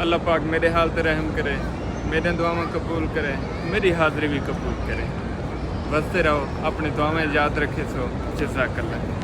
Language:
Saraiki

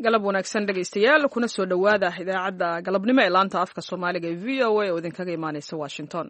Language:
Somali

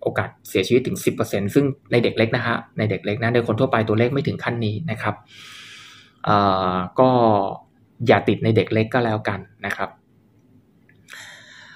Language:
Thai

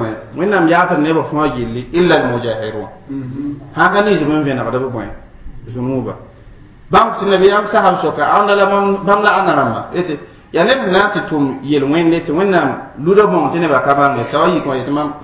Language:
Mossi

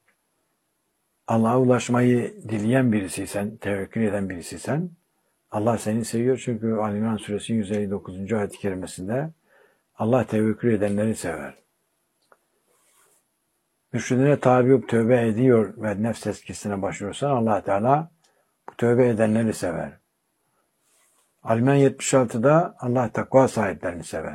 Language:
Turkish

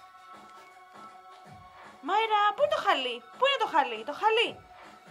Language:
Greek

